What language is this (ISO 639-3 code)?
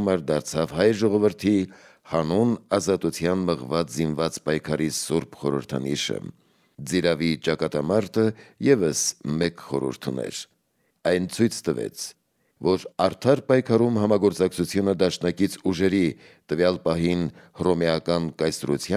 hye